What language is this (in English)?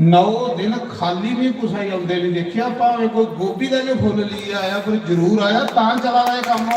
Dogri